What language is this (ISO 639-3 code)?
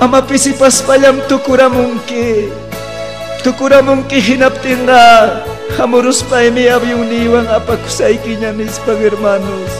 quy